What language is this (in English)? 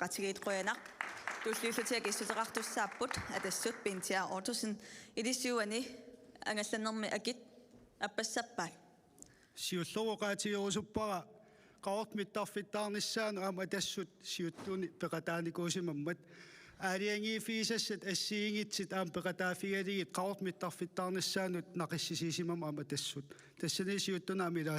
Kalaallisut